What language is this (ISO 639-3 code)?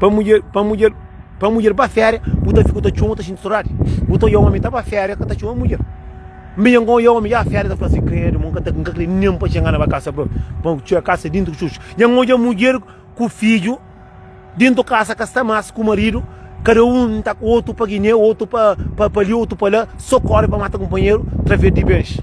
kea